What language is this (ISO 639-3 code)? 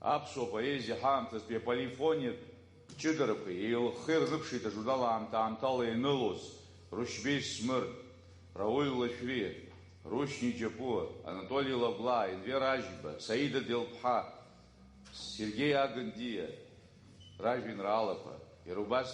abk